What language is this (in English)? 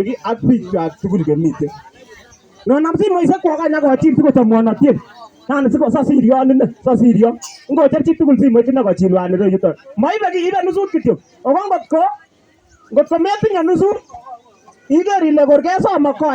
Kalenjin